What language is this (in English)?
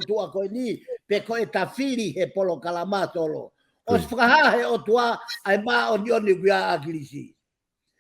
Tongan